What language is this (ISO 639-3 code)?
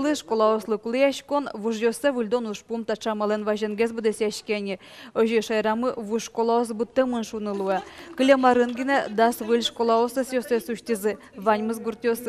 udm